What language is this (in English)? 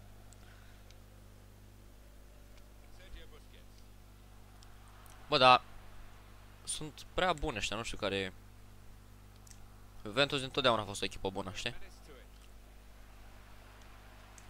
Romanian